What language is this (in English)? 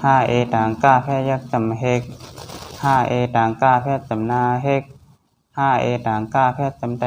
Shan